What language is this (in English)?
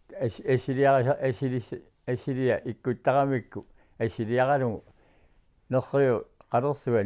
Kalaallisut